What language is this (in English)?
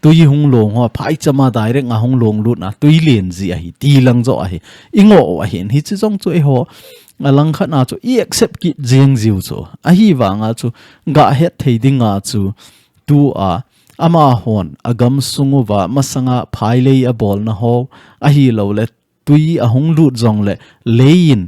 Thado Chin